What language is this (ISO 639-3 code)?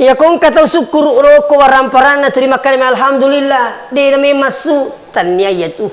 bug